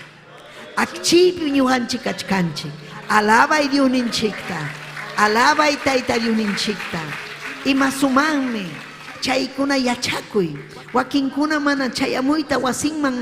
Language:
Ayacucho Quechua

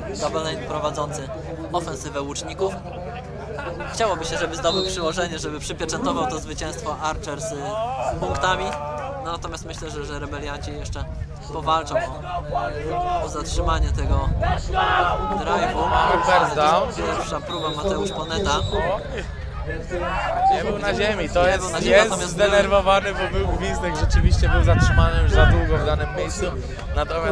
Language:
Polish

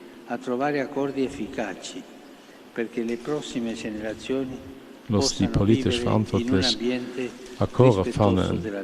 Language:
Luxembourgish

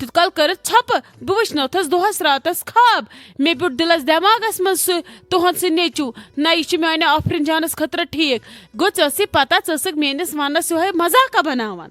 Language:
Kashmiri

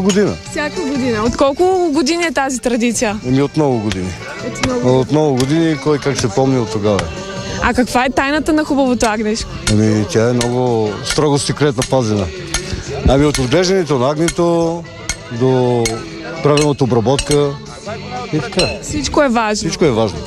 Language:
Bulgarian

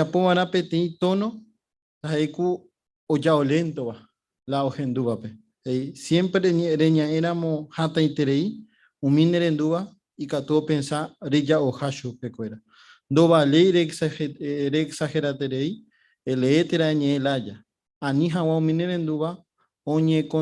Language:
Guarani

